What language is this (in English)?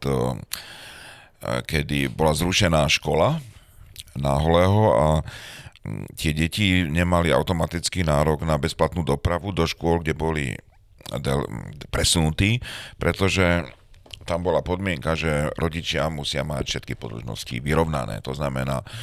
Slovak